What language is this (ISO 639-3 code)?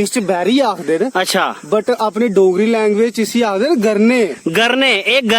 doi